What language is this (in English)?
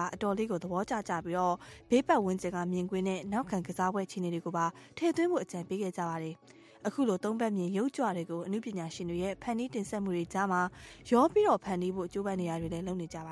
Burmese